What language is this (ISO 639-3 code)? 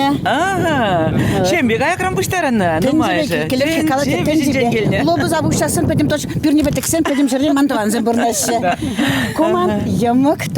chv